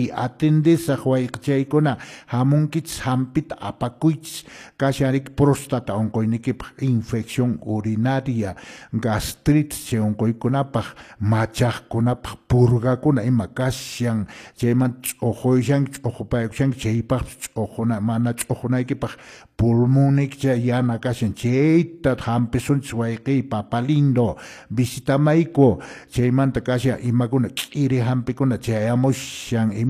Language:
Quechua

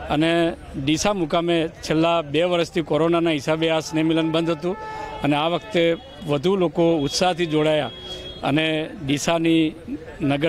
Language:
Gujarati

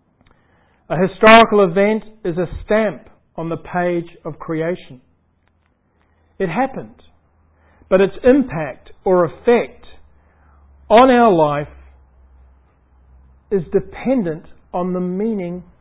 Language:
English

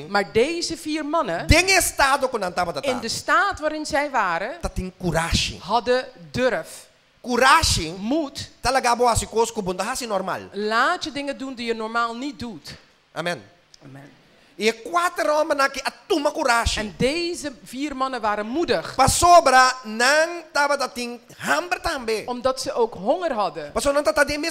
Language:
Papiamento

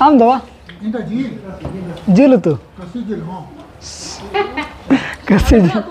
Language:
Santali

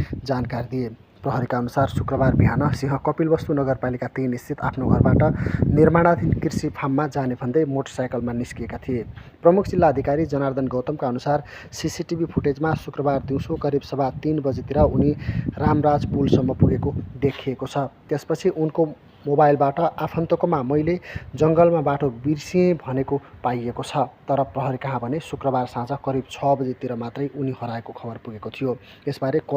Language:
Nepali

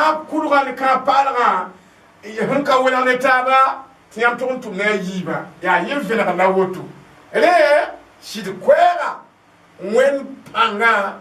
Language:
Mossi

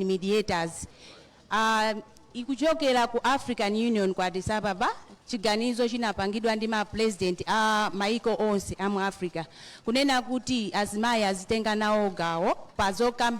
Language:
Nyanja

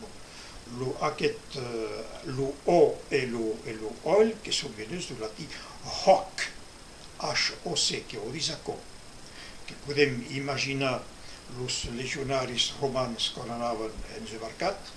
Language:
Occitan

